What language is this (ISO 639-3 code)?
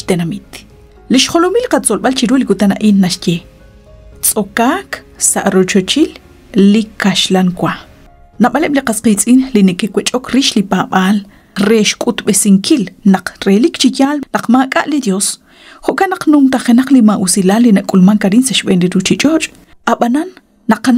kek